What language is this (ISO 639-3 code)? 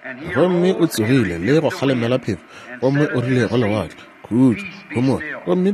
nso